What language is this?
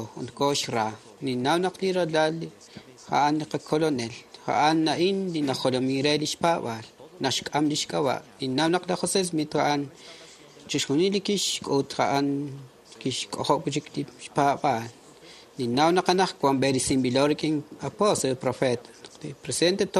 Kekchí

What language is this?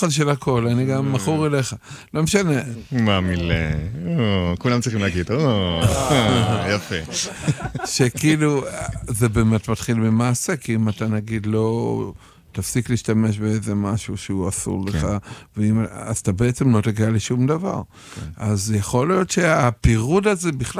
Hebrew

